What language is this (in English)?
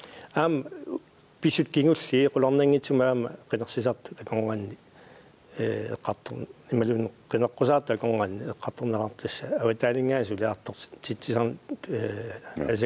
Kalaallisut